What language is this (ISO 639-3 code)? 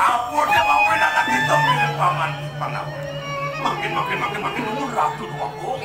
ban